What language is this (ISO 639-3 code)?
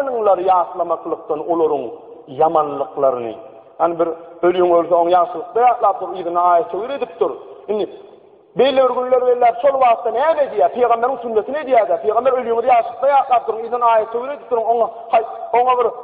tuk